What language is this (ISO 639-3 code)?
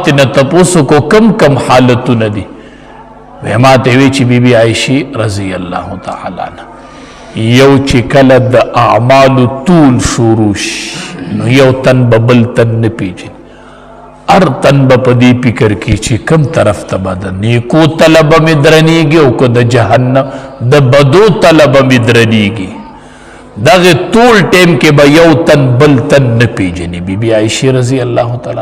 pus